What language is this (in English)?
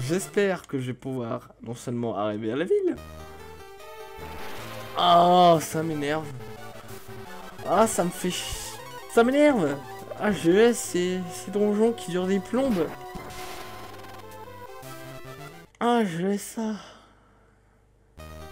French